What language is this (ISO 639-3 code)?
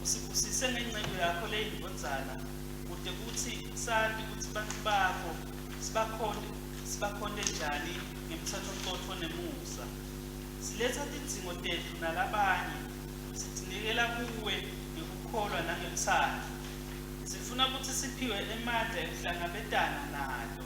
ssw